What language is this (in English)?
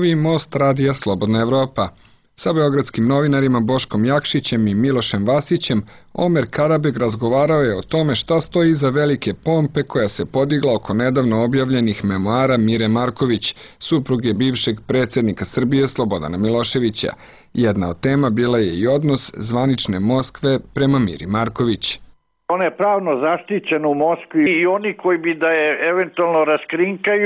Serbian